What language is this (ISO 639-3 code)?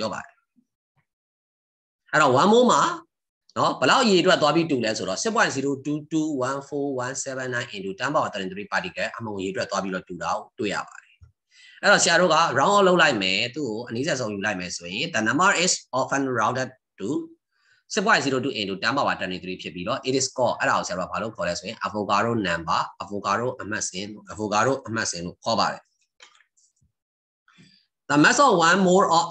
mya